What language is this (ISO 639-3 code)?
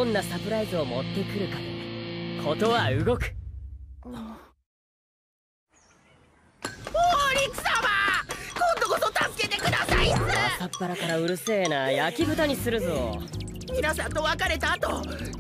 jpn